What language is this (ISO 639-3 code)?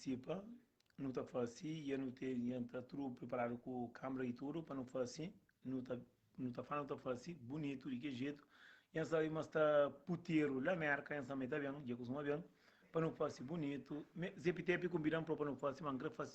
kea